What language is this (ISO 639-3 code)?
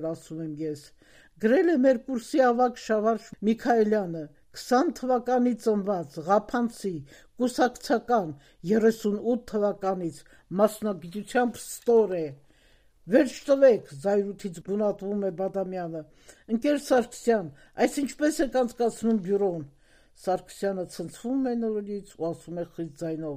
hye